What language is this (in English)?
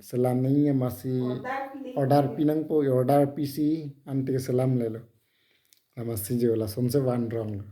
Karbi